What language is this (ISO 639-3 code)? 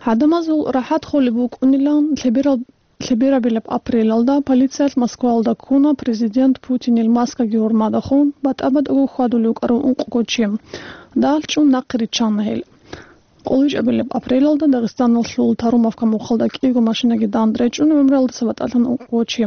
ava